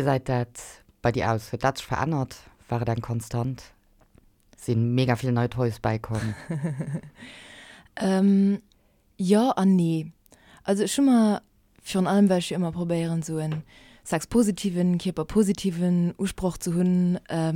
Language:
Luxembourgish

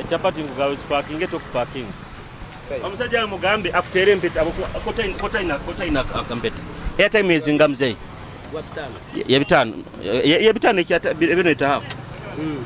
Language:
Nyoro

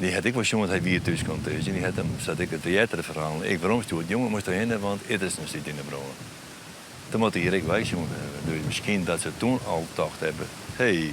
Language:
Western Frisian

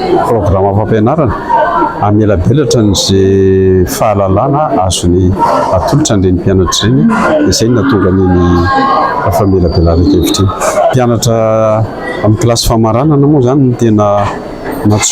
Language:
Malagasy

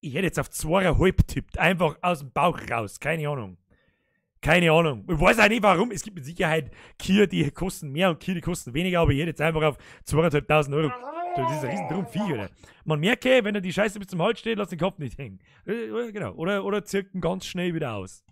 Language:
Bavarian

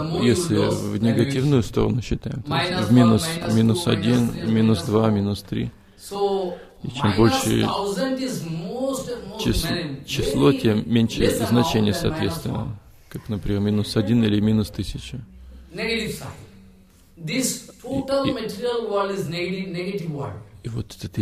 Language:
Russian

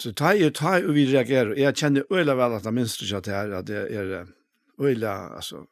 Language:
Faroese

